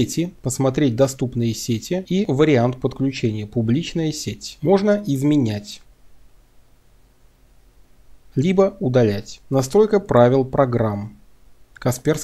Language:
Russian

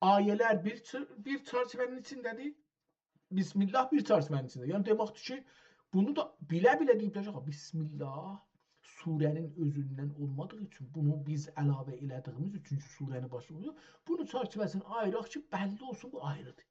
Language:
South Azerbaijani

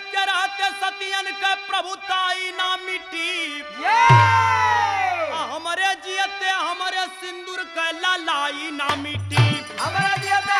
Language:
Bhojpuri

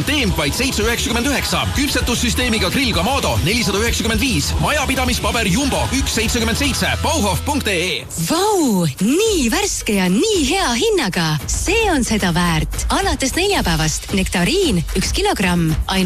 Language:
Estonian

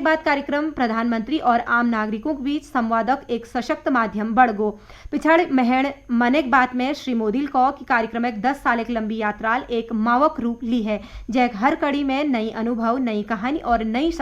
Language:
Garhwali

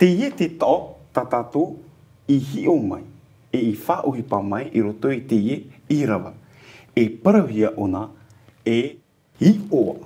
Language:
Tahitian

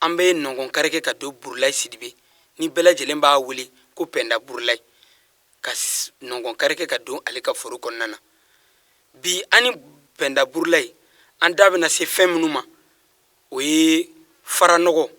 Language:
Bambara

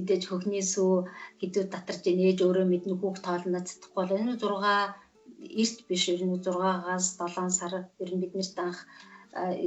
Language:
Mongolian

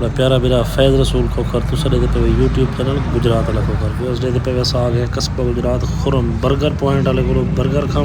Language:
Saraiki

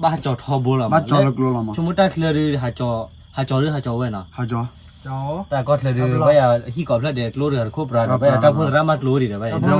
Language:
S'gaw Karen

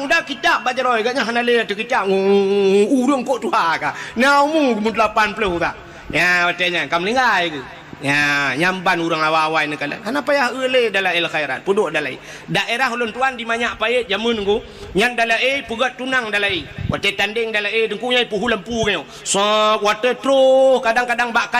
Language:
Achinese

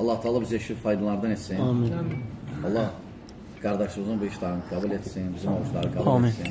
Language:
Azerbaijani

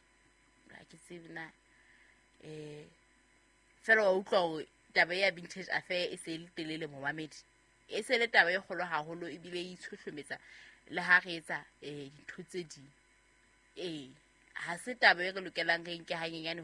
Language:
Southern Sotho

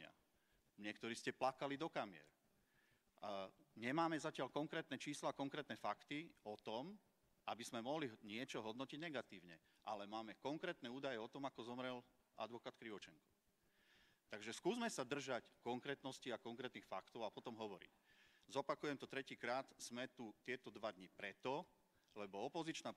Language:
Slovak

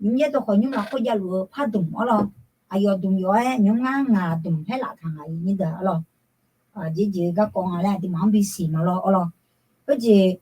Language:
Akha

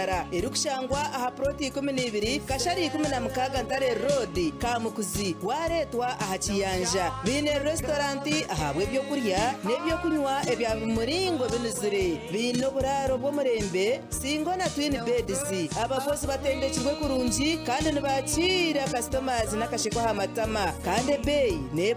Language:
Nyankole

